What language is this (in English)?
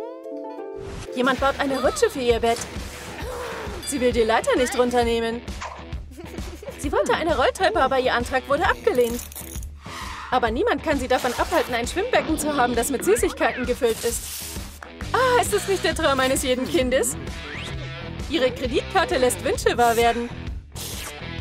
German